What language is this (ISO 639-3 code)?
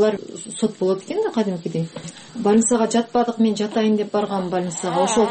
kir